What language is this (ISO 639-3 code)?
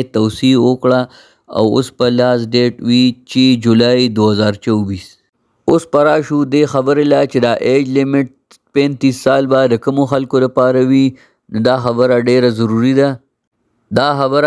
pus